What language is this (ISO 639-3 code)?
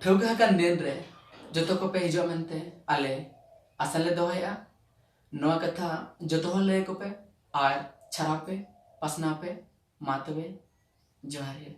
sat